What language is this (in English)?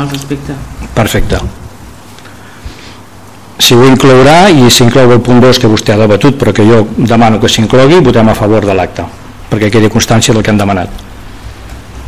Catalan